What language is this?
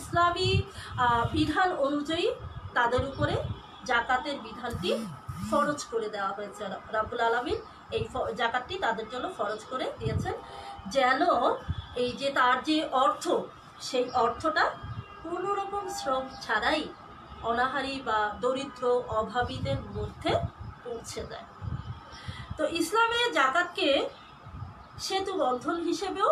Bangla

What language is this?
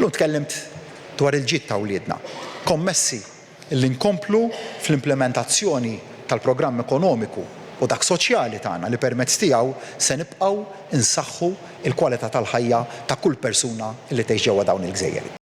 Maltese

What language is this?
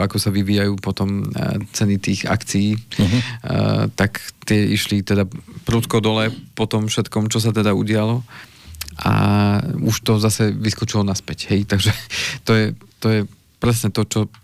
Slovak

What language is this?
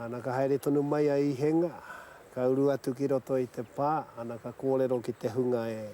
Māori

